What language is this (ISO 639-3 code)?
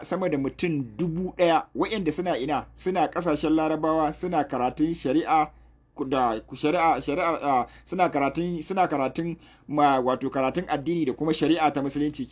hau